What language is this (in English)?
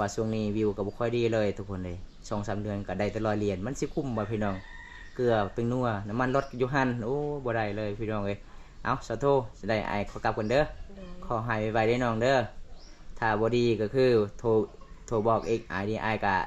Lao